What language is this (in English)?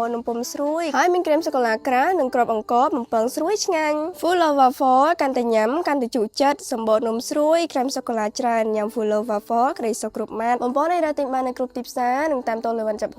Khmer